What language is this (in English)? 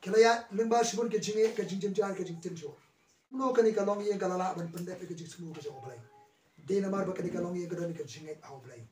Khasi